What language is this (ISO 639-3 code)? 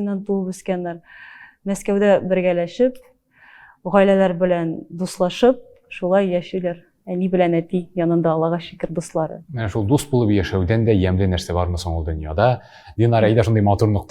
tat